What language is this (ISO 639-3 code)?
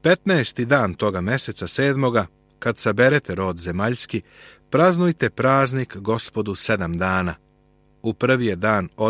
srp